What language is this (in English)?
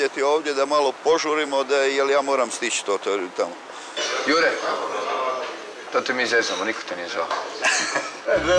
Croatian